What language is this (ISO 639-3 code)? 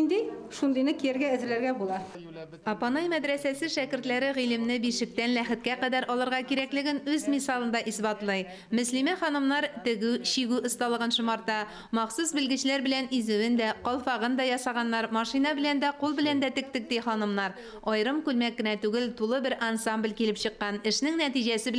tat